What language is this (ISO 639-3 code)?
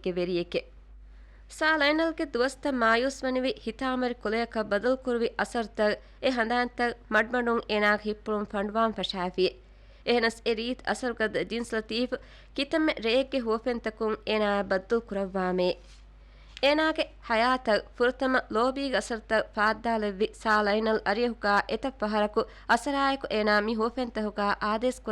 div